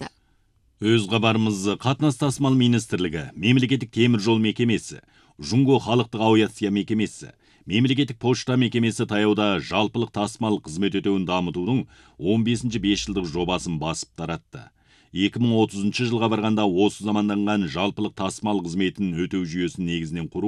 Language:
Kazakh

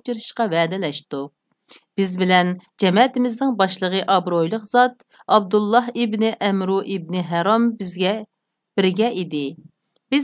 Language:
Uyghur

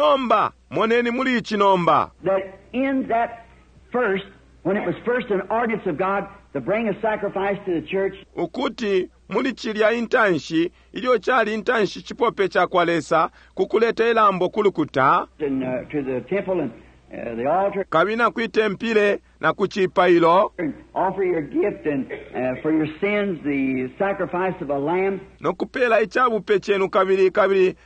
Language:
Bemba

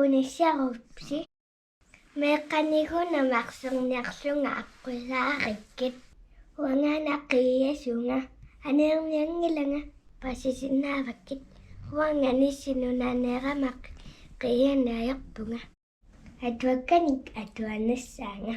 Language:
Kalaallisut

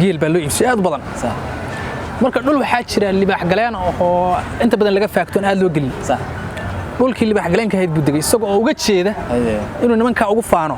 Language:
Somali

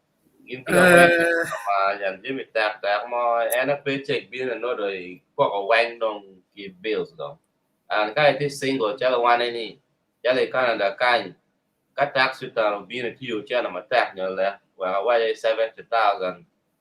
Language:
Acoli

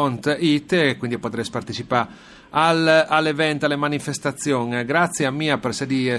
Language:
Friulian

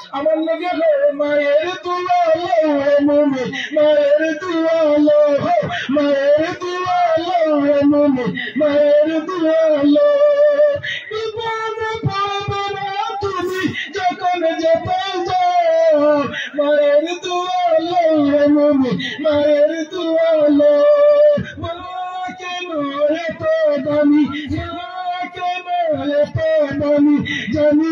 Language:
Sylheti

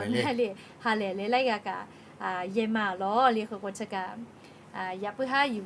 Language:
Lahu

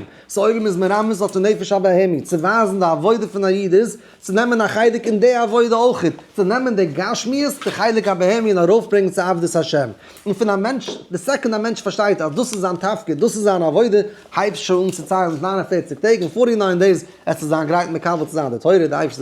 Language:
Yiddish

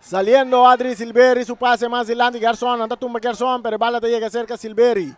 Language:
Papiamento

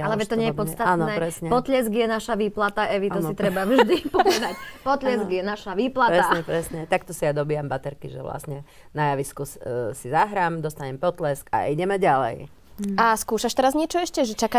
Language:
Slovak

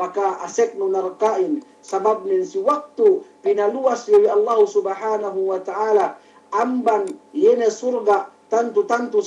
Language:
Yakan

